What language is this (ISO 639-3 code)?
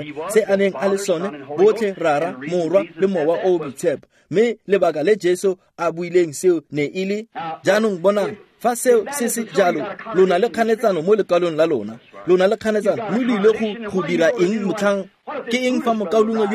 tsn